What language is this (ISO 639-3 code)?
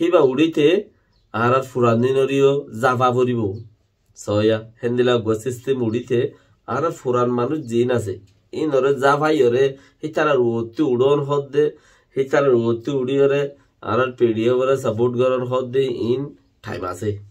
rhg